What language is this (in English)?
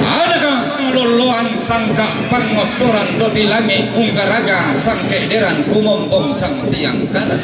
Toraja-Sa'dan